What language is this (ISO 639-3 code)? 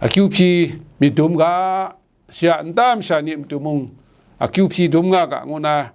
kac